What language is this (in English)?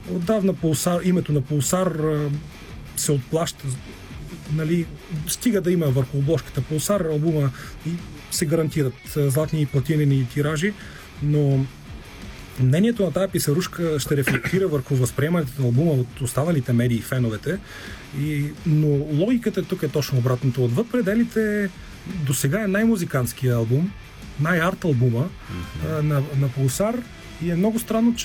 Bulgarian